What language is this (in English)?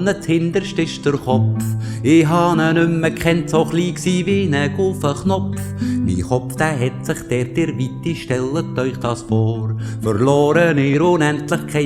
Swiss German